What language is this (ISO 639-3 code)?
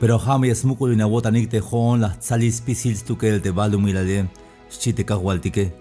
tzh